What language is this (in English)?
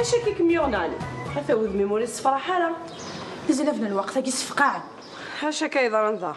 Kabyle